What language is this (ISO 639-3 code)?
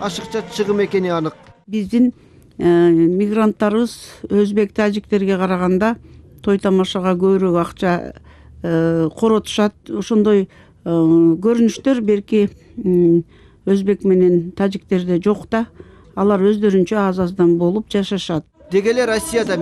kir